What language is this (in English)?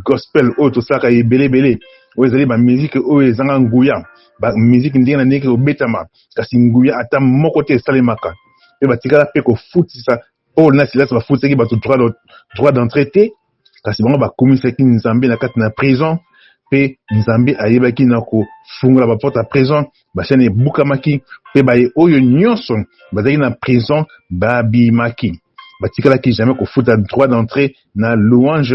Lingala